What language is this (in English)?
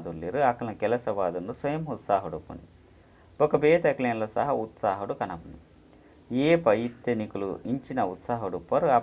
Tulu